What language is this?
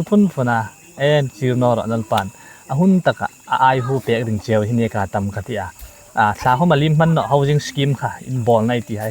Hmar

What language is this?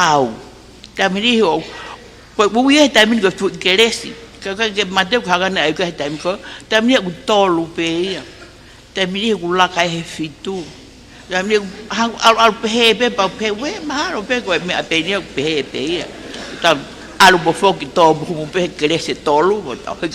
Tongan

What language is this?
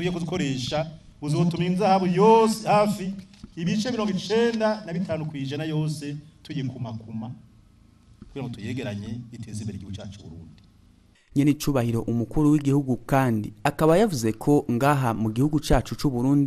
Rundi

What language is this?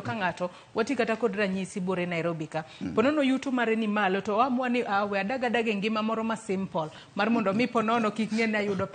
Luo (Kenya and Tanzania)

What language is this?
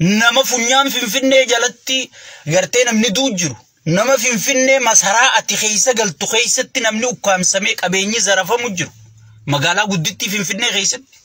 Oromo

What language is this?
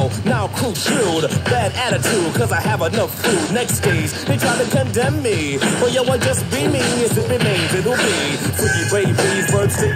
English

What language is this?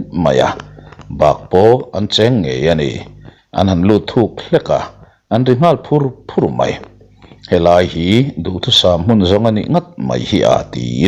Mizo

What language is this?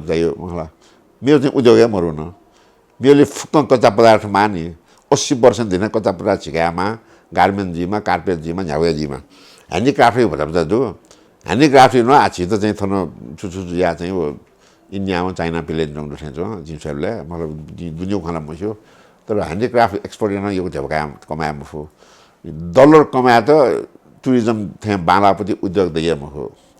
Newari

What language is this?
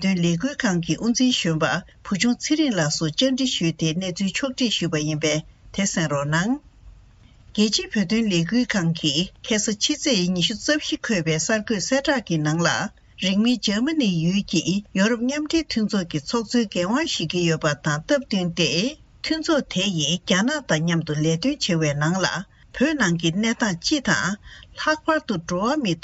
Tibetan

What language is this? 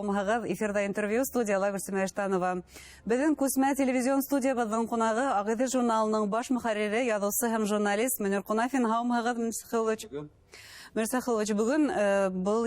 Bashkir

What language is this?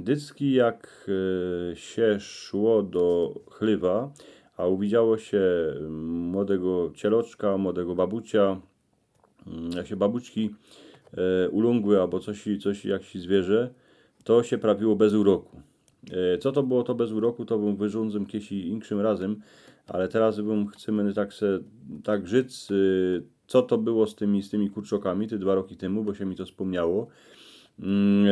Silesian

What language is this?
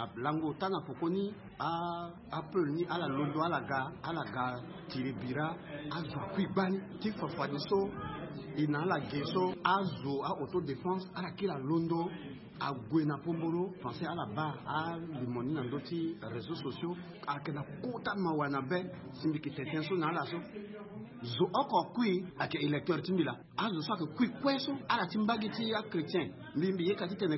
Sango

